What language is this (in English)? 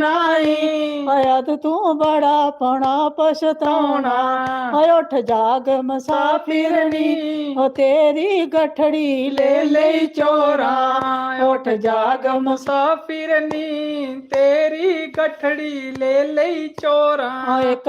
Dogri